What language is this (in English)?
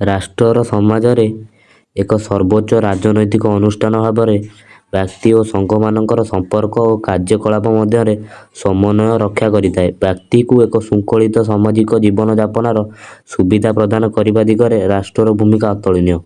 Odia